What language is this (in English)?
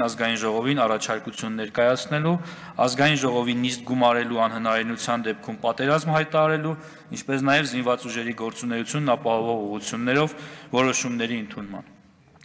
Armenian